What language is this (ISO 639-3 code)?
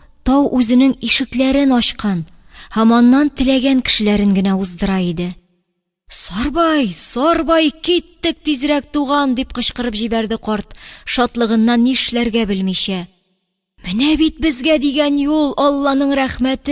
tat